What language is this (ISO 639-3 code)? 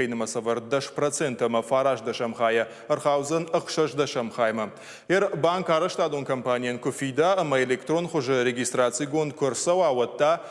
oss